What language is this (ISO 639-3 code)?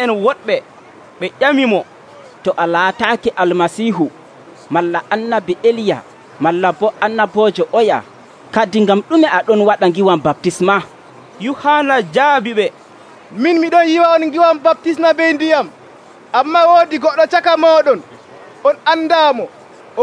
fuv